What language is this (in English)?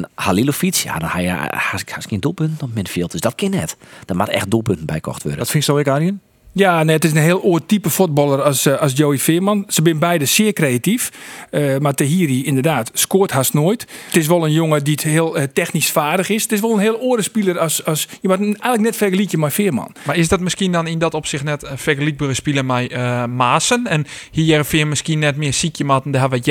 Western Frisian